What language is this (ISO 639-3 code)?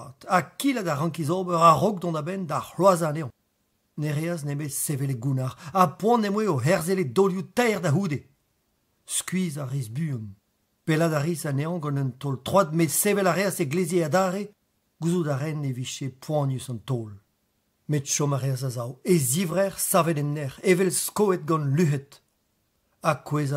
bre